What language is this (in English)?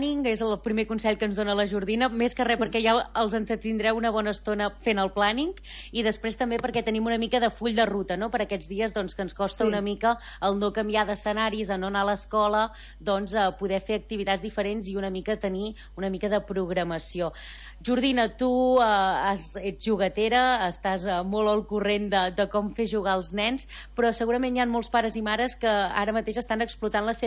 Catalan